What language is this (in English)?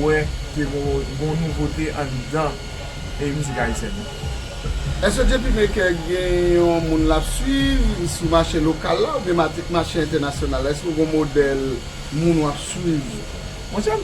Haitian Creole